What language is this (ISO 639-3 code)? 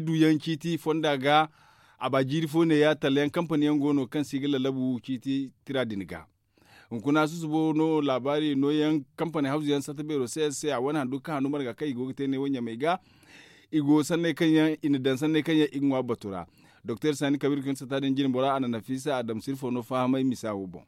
dje